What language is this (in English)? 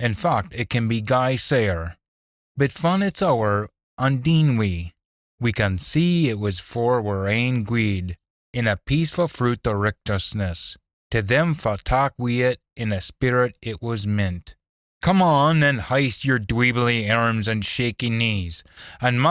Scots